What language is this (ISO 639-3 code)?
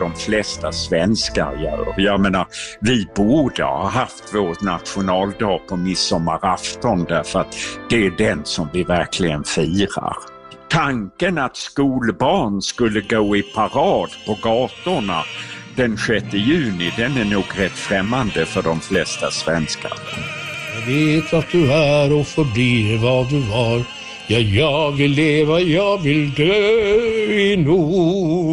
swe